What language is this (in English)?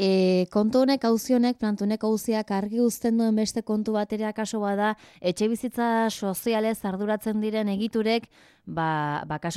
Basque